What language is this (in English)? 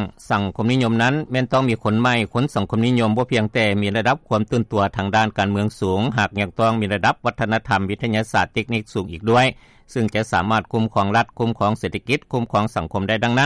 Lao